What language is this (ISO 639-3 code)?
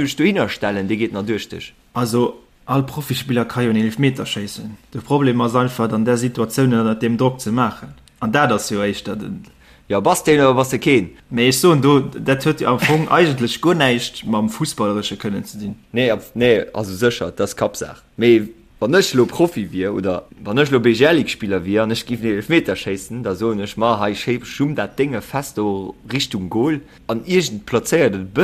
ltz